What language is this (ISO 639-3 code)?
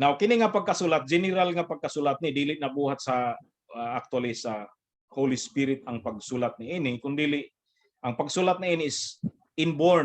ceb